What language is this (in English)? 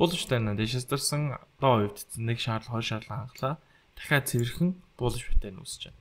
Mongolian